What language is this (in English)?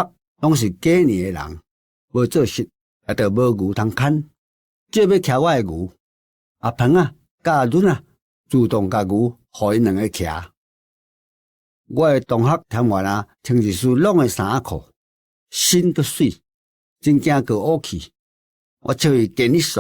Min Nan Chinese